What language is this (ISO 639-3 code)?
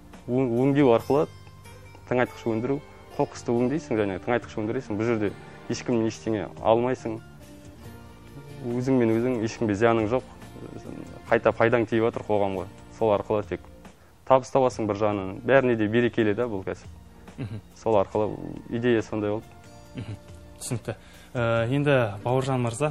kaz